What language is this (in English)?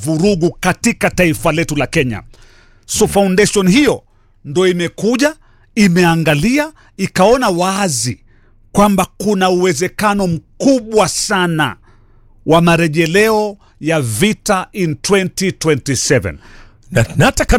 Swahili